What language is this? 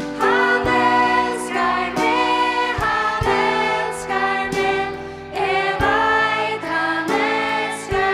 Faroese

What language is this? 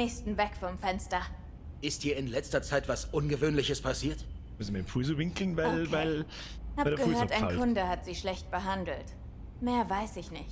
Bavarian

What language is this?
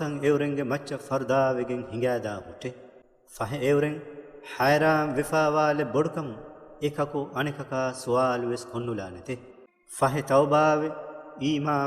Divehi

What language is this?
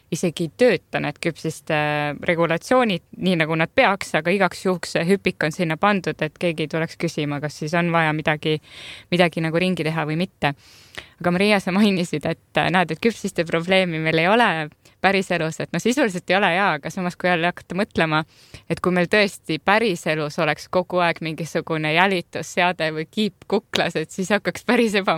Estonian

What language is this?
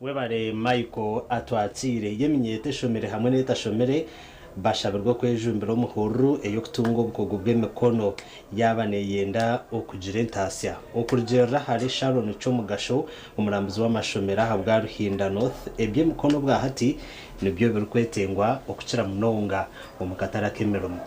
Nyankole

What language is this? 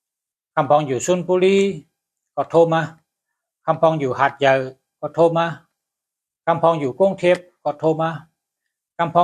Shan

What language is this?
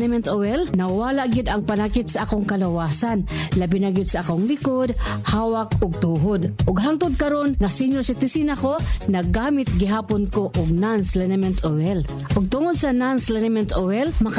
Cebuano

